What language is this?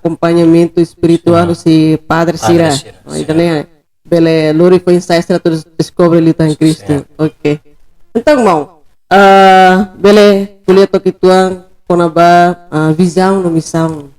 Tetum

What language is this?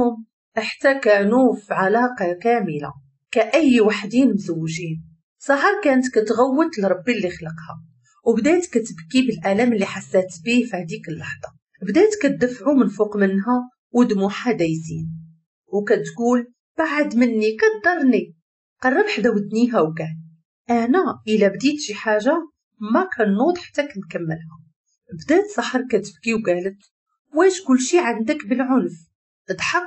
Moroccan Arabic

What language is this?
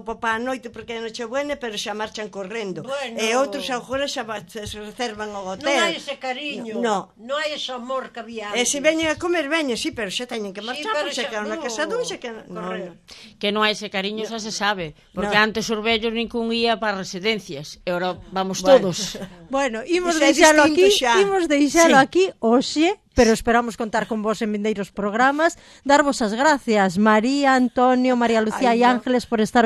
Galician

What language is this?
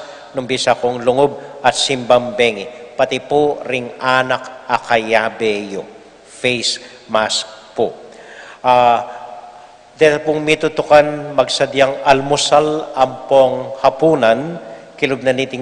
Pampanga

